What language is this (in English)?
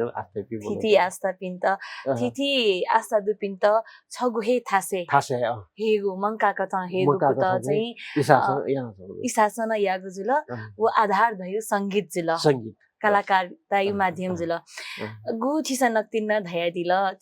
Newari